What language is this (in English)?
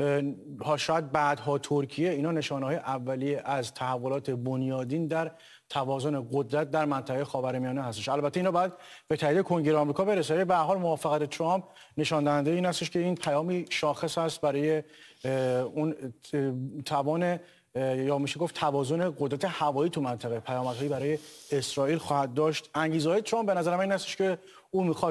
Persian